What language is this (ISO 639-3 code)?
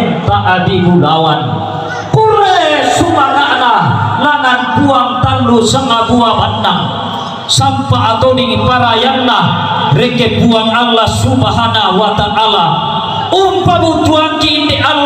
sda